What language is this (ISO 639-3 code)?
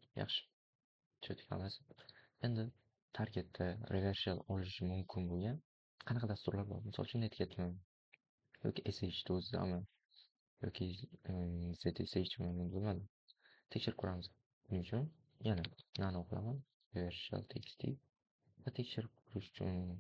uzb